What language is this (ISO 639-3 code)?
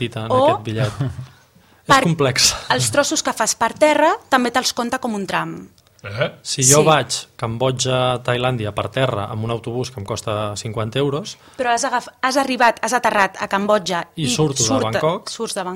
cat